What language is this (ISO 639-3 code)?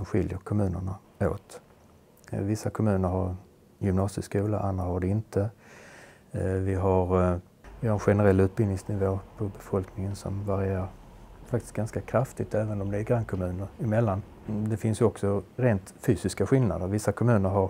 swe